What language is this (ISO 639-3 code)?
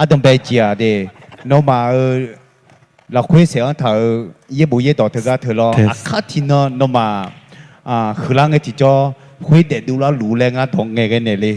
ahk